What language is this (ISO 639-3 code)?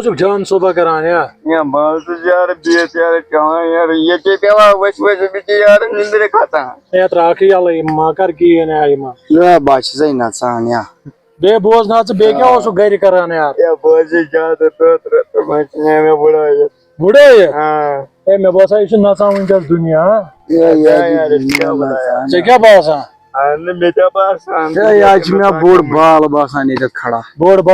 kas